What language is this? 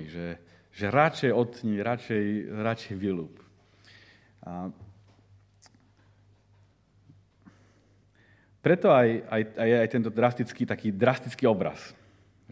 Slovak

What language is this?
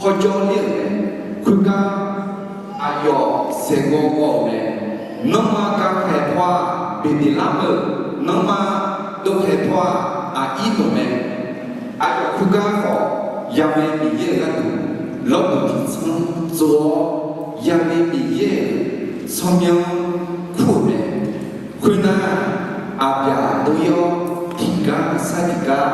Akha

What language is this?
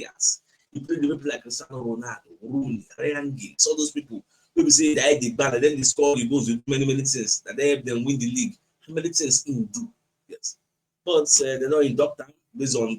Nigerian Pidgin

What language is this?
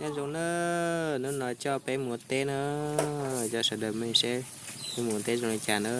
Hmong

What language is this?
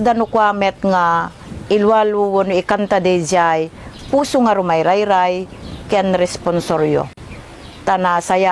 Iloko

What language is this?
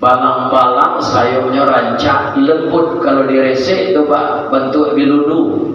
Minangkabau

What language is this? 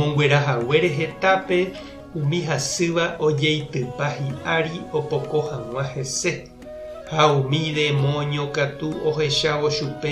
Guarani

